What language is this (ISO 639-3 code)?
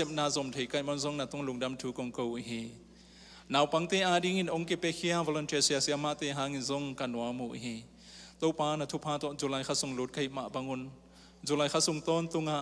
ctd